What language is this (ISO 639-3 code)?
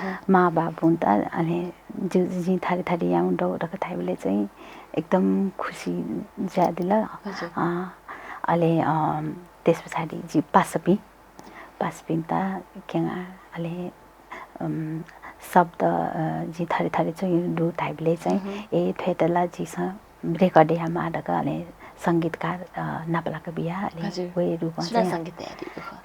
new